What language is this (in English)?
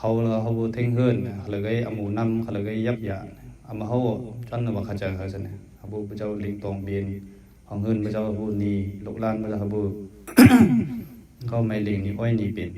Mon